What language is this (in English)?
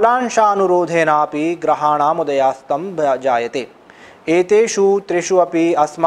Sanskrit